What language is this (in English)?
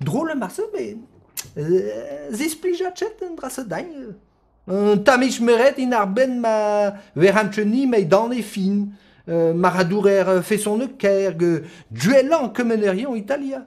Breton